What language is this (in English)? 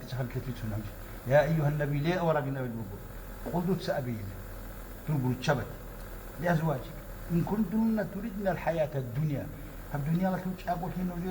Avaric